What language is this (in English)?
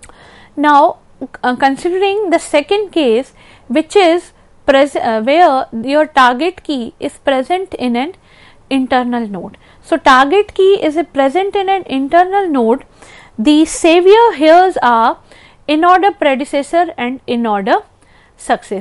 English